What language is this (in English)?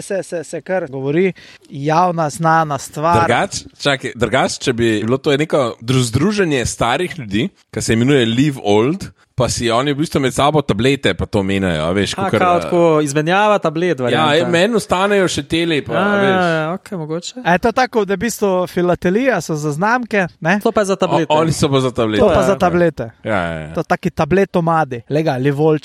Slovenian